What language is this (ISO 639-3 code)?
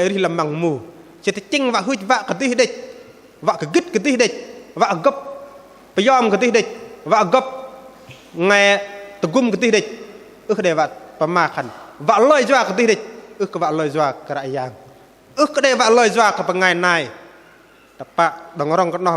bdq